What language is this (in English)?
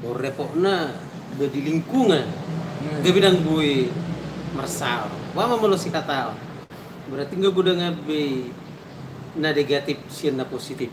Batak Toba